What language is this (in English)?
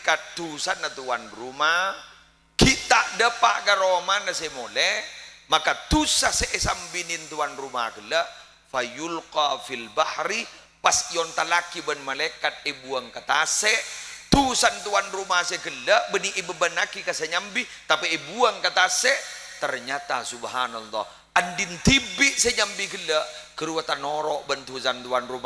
Madurese